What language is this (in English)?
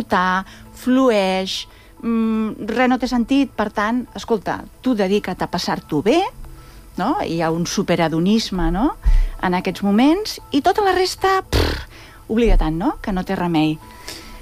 Catalan